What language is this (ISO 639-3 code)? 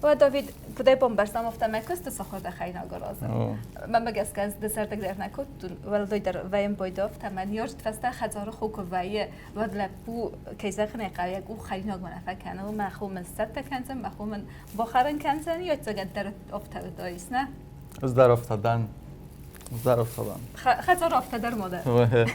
oss